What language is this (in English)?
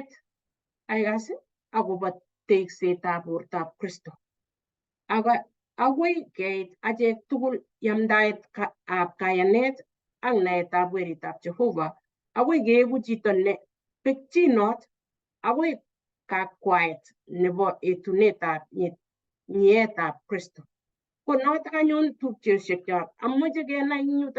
Kalenjin